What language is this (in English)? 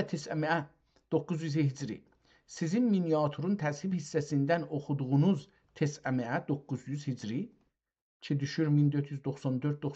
South Azerbaijani